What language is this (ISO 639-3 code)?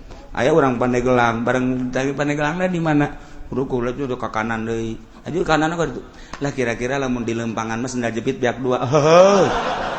sun